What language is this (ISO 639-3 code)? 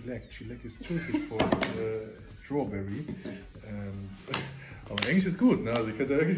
deu